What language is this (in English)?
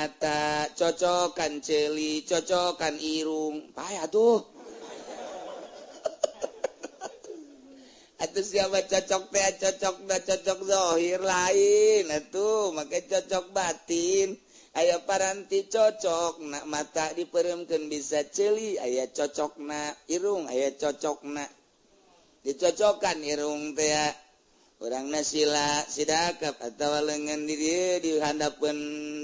Sundanese